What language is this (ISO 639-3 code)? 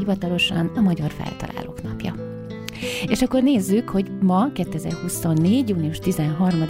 hun